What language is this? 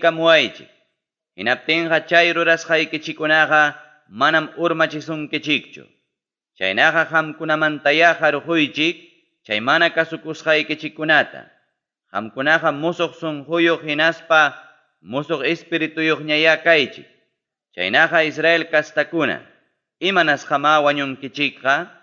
Ayacucho Quechua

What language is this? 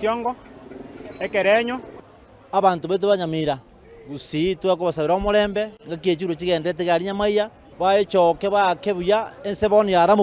Gusii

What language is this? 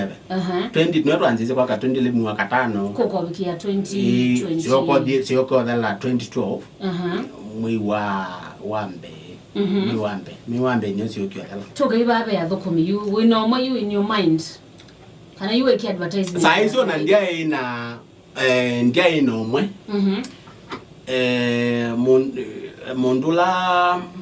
Kamba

